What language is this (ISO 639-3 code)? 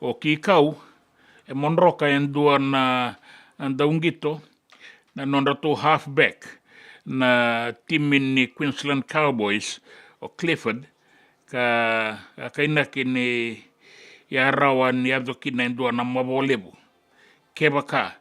fij